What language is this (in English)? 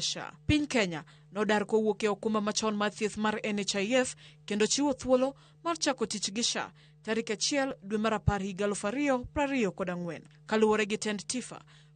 Luo (Kenya and Tanzania)